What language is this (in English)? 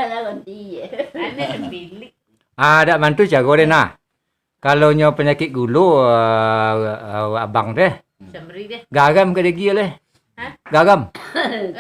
Minangkabau